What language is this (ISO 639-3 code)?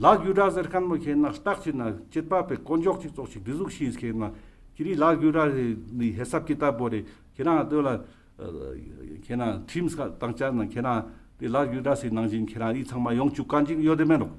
lbj